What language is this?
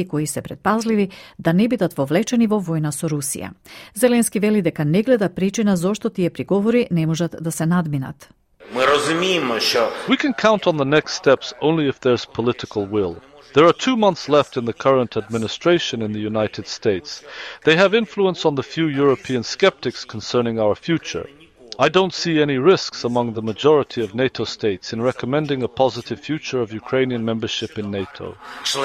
Macedonian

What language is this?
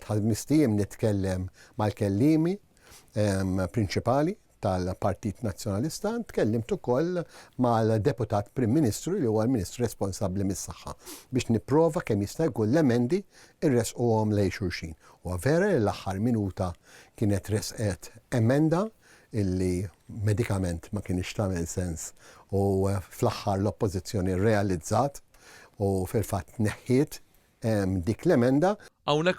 Maltese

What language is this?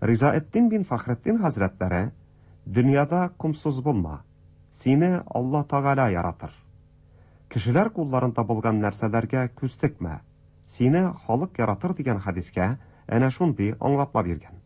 Tatar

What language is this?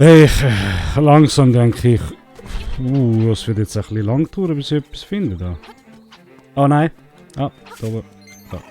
Swiss German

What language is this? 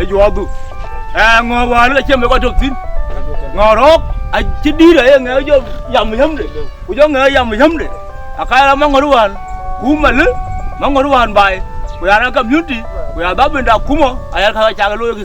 Dinka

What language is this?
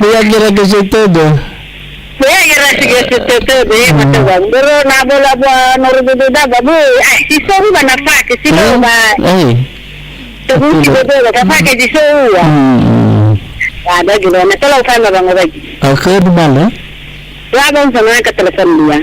Nias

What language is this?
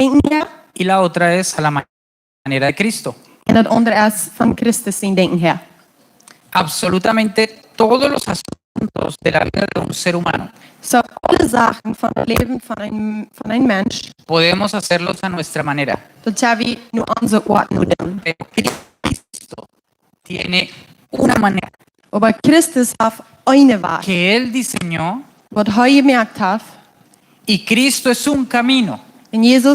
Plautdietsch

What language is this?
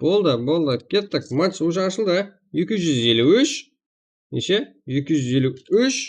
Kara-Kalpak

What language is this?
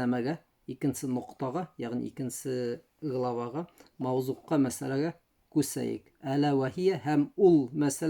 Bashkir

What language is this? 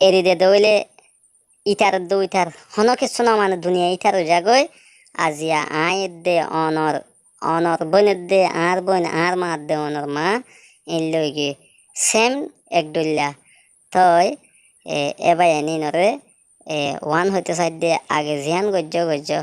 Rohingya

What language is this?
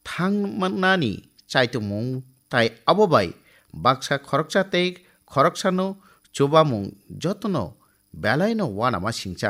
Kok Borok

